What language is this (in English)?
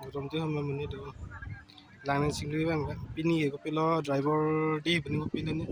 Karbi